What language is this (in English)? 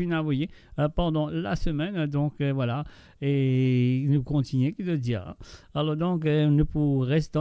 Morisyen